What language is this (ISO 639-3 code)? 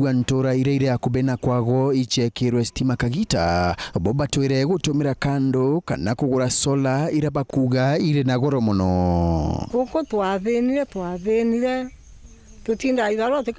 mer